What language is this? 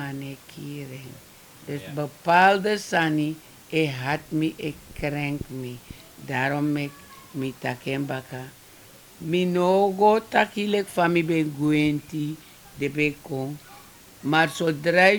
Sranan Tongo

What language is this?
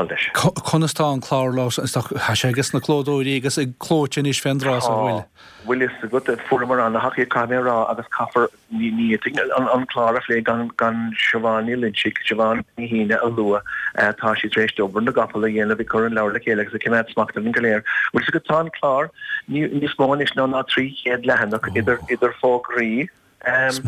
Irish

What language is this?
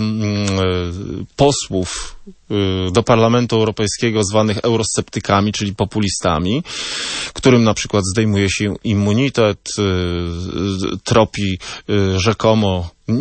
Polish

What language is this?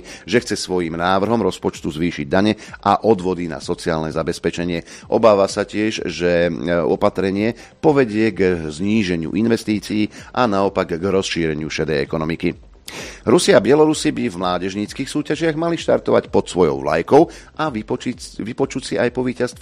Slovak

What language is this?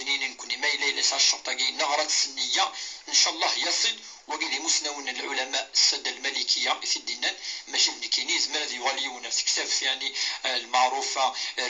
Kabyle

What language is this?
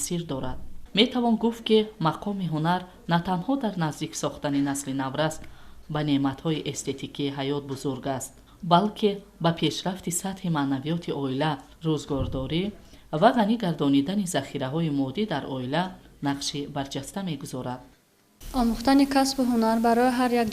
Tajik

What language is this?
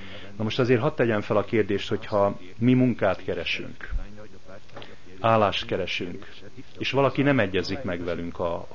Hungarian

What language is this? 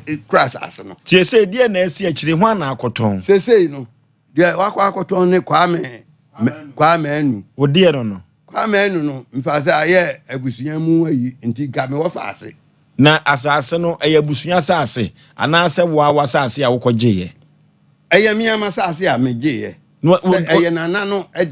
Akan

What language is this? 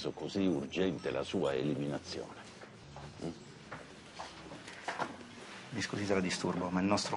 Italian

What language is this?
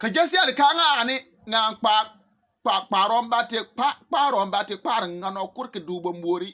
Bimoba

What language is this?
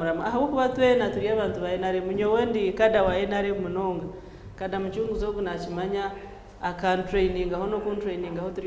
Nyankole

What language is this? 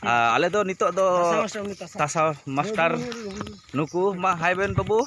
Santali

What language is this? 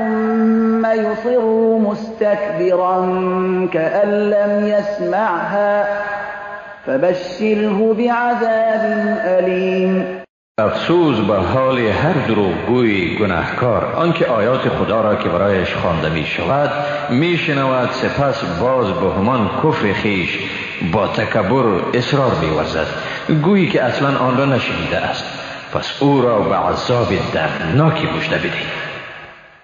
Persian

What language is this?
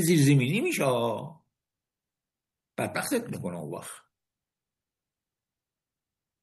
Persian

